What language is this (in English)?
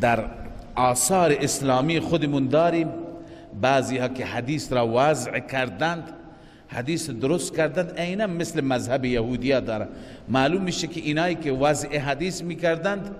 Persian